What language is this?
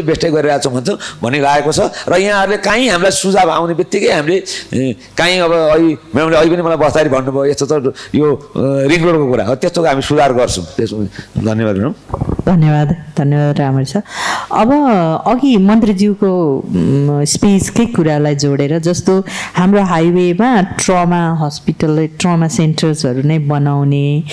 Nepali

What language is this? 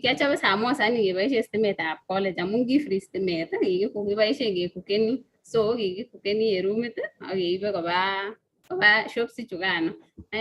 Kalenjin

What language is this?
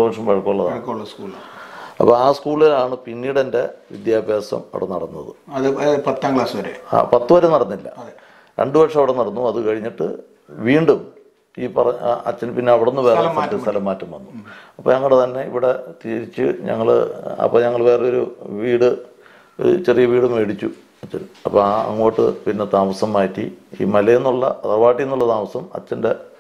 Malayalam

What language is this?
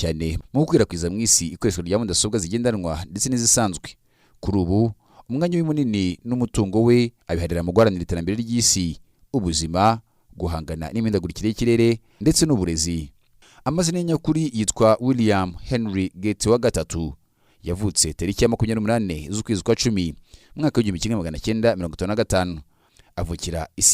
Kinyarwanda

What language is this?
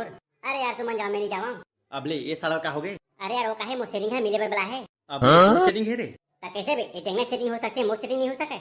Chhattisgarhi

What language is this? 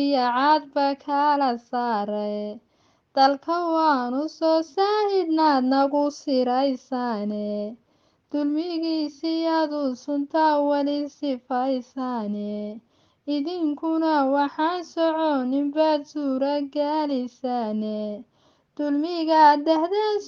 Somali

